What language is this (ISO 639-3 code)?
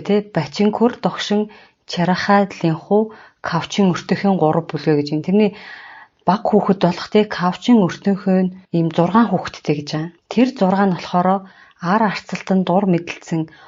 mon